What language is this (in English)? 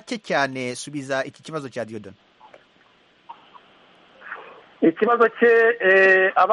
Kinyarwanda